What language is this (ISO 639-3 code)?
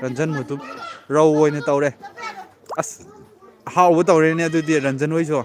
mni